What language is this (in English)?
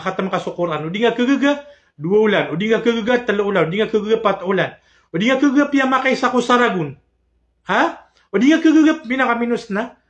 Maranao